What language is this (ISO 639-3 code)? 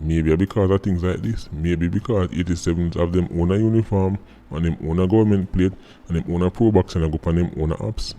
jam